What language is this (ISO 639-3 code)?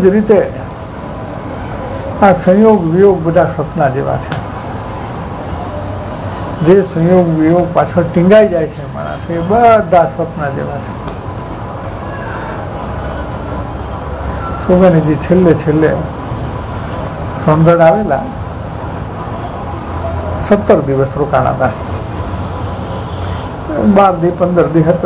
guj